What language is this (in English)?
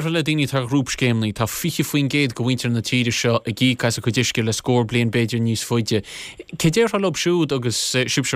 Irish